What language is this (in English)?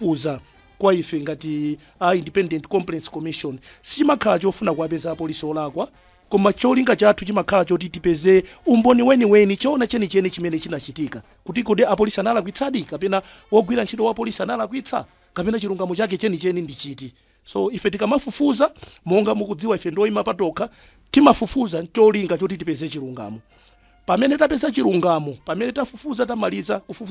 Nyanja